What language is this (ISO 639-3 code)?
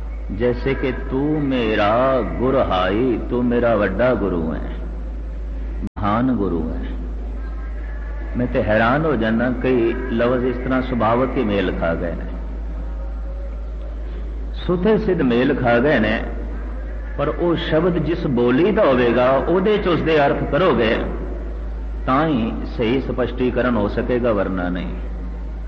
pan